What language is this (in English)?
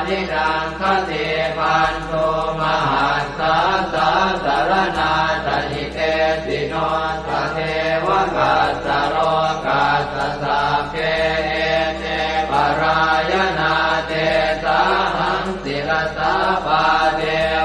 Pali